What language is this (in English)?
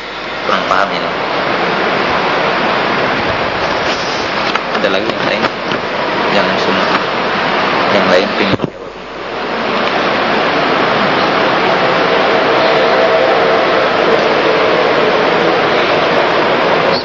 Indonesian